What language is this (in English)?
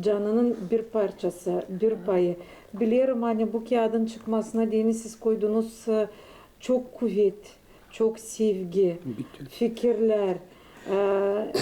Gagauz